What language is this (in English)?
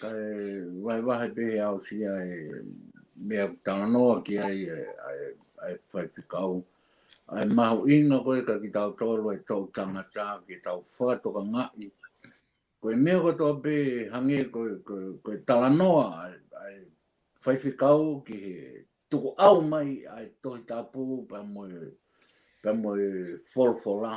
Tongan